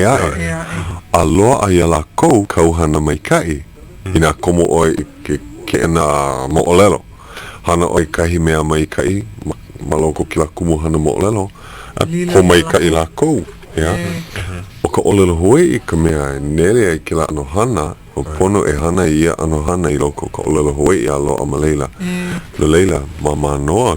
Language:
Hawaiian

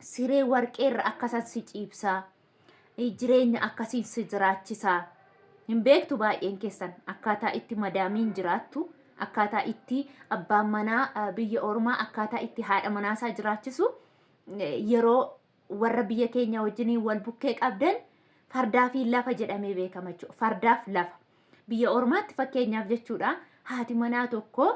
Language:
Oromo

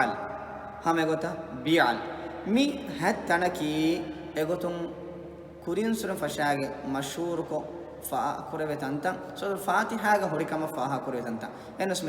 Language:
Divehi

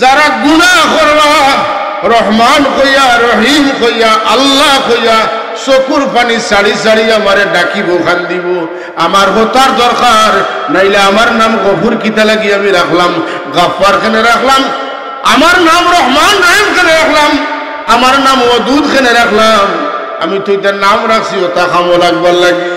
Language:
Sylheti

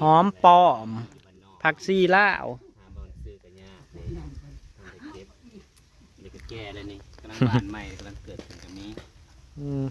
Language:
Northeastern Thai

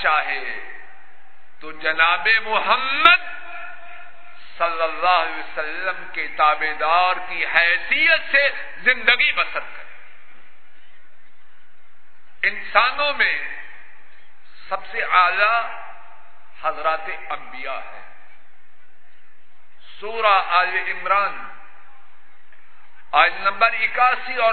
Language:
Urdu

